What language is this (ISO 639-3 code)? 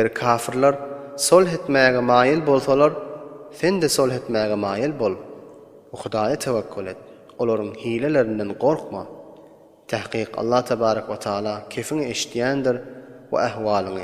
tuk